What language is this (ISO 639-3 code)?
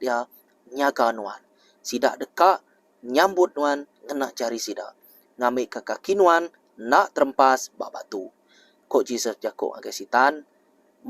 iba